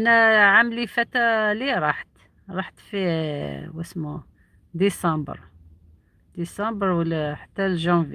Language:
Algerian Arabic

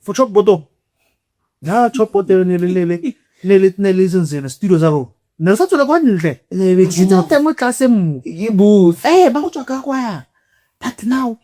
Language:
Tswana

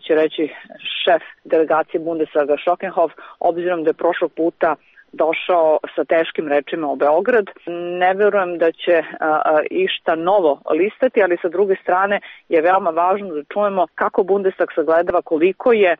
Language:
Serbian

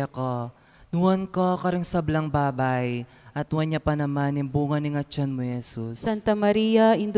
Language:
Pampanga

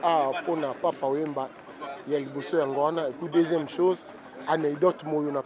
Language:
Lingala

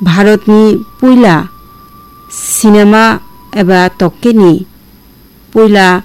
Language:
Kok Borok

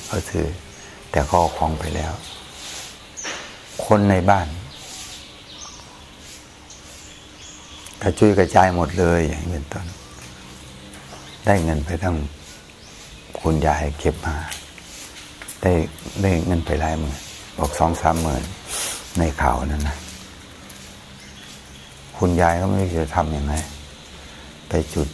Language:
Thai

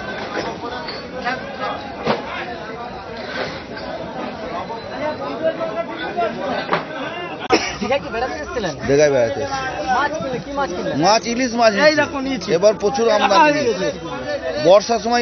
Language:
Bangla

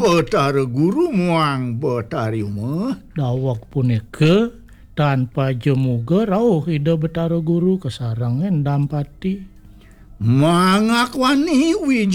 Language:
Balinese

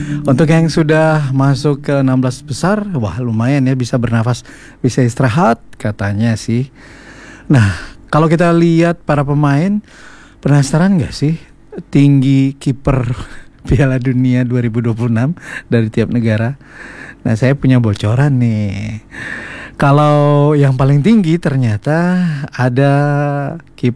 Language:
Indonesian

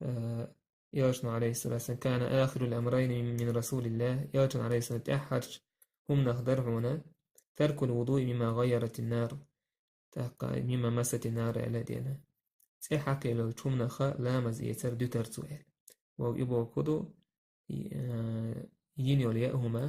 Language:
Chechen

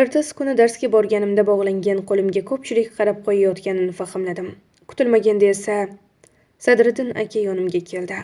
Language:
Uzbek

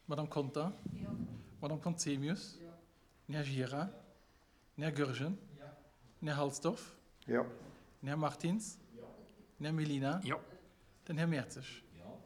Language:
Luxembourgish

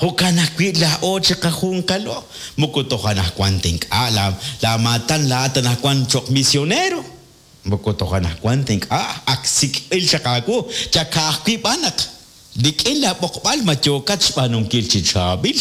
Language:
Kekchí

